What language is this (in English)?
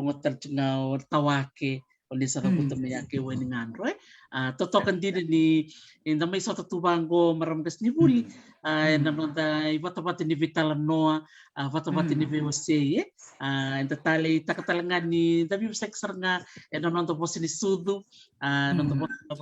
Fijian